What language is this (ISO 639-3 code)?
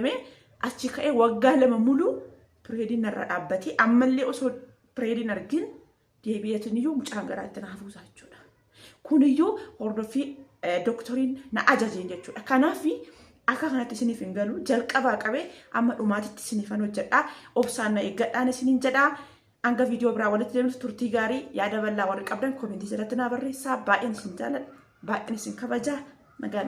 orm